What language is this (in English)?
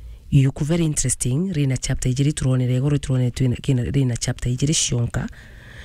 Meru